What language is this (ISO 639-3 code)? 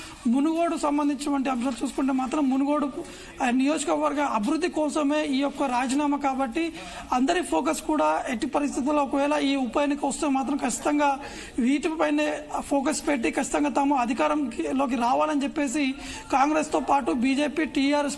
tel